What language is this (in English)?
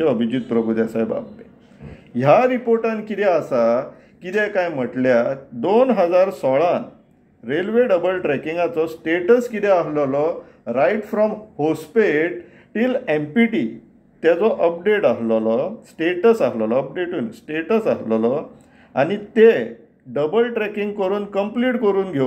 Konkani